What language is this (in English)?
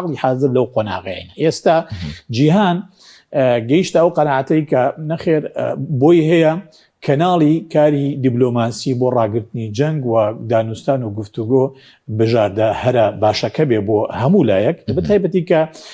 Central Kurdish